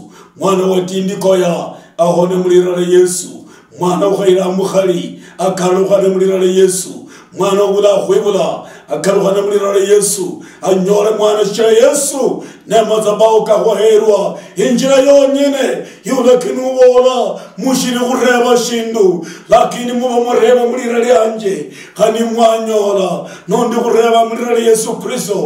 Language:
Luyia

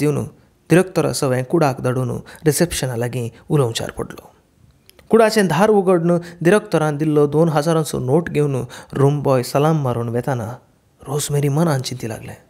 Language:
Konkani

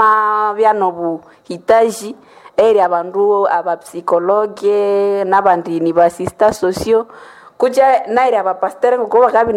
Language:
Nande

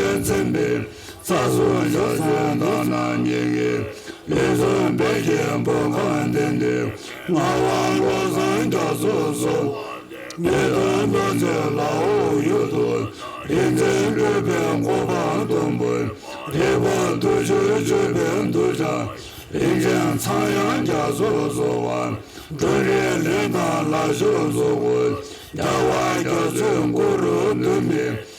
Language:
Tibetan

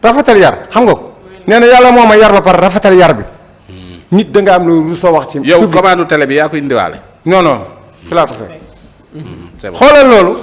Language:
Wolof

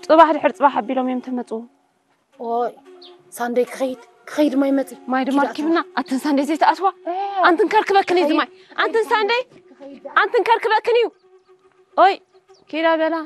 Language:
Tigrinya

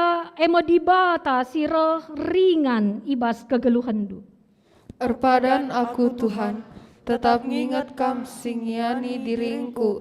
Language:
Batak Karo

